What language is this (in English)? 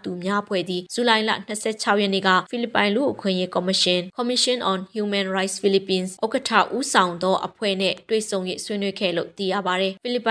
Burmese